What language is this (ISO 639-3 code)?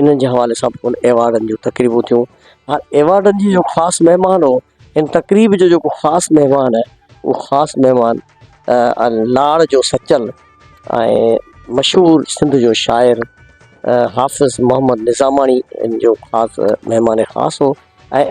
snd